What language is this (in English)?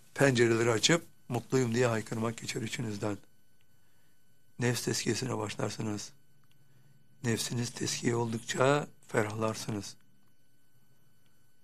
Turkish